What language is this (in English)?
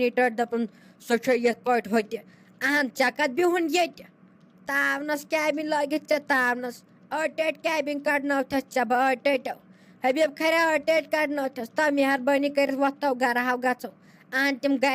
Kashmiri